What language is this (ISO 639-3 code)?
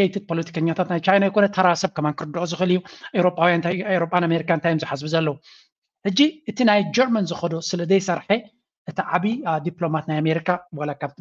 tir